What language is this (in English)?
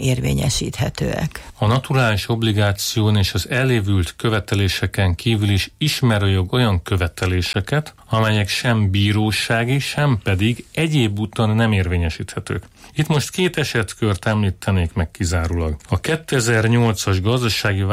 Hungarian